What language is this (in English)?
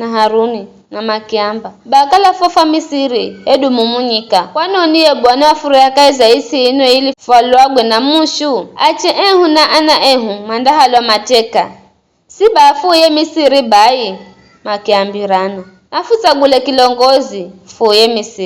Giryama